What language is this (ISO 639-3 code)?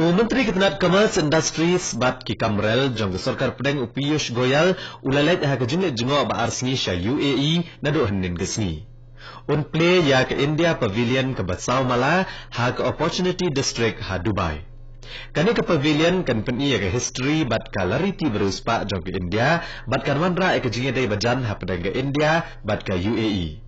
kha